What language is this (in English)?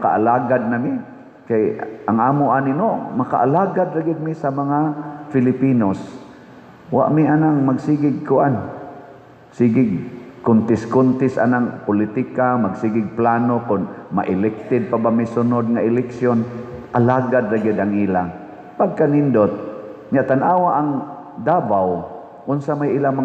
Cebuano